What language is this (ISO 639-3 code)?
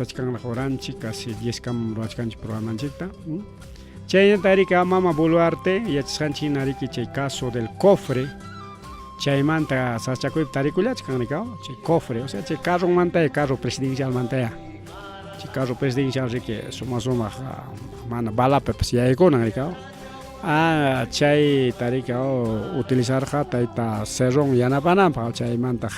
quy